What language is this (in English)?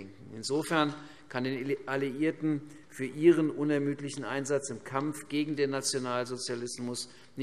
German